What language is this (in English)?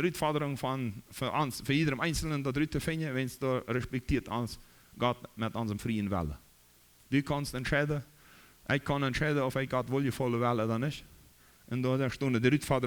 Plautdietsch